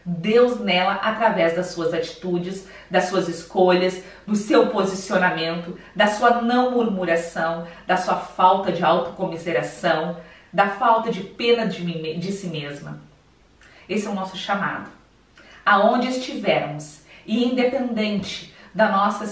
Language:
Portuguese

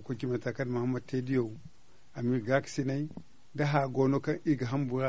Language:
Zarma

